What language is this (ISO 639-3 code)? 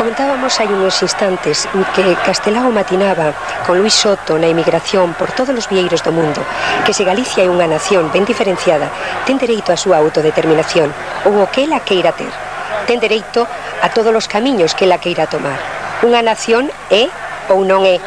glg